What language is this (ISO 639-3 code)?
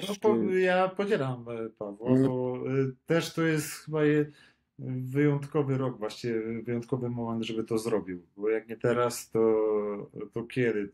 pol